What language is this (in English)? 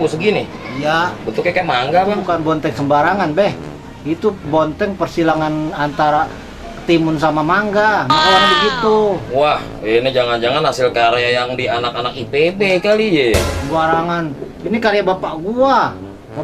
Betawi